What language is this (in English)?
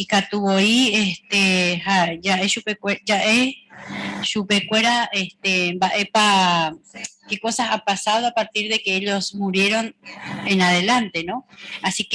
Guarani